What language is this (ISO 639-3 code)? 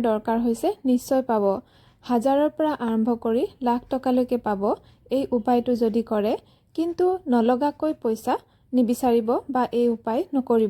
asm